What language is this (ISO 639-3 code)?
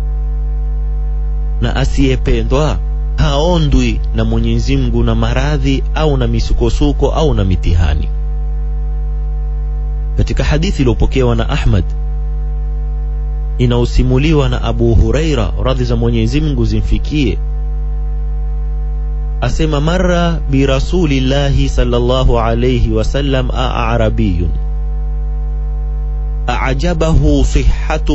swa